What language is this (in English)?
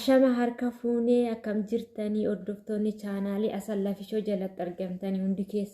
Oromo